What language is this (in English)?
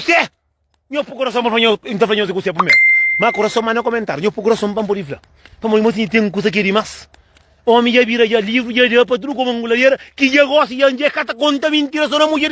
Kabuverdianu